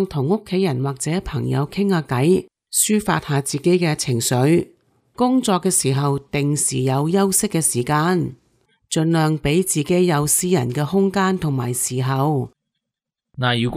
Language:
Cantonese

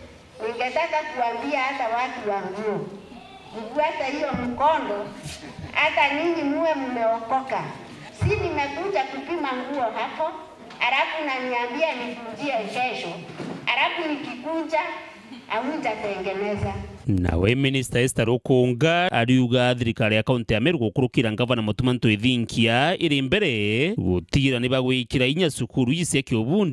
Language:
Meru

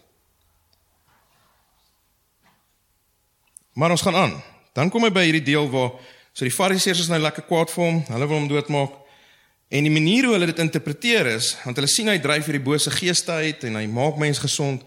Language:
Afrikaans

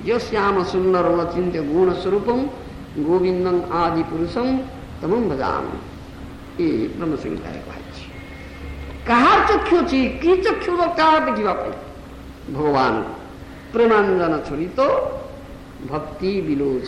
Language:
Odia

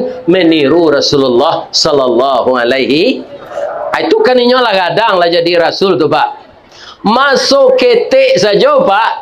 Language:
Minangkabau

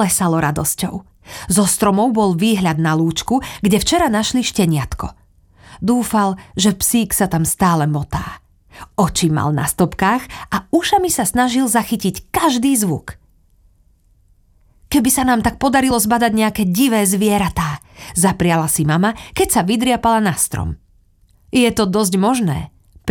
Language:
Slovak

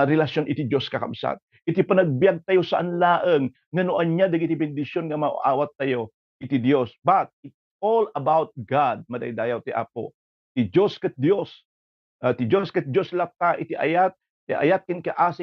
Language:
Iloko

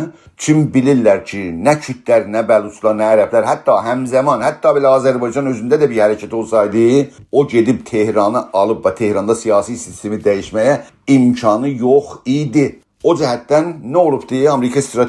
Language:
South Azerbaijani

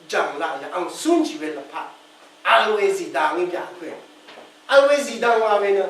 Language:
Rawang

